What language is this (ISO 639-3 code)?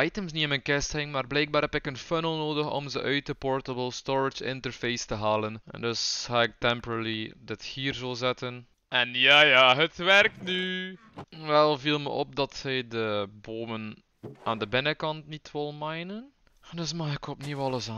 nld